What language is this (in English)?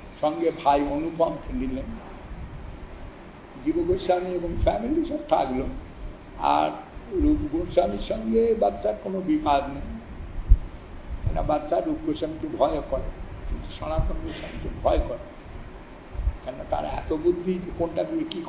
Bangla